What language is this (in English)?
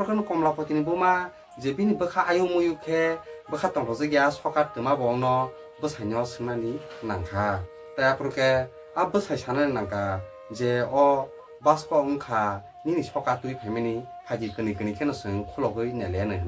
Kok Borok